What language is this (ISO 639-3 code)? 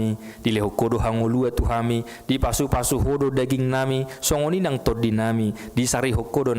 bbc